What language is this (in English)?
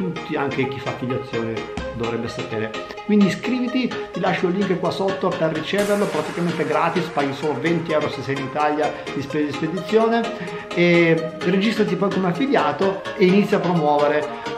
Italian